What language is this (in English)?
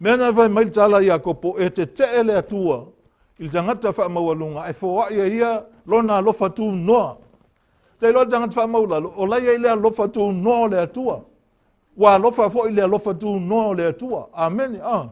Samoan